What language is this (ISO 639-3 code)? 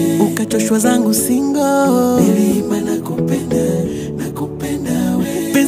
swa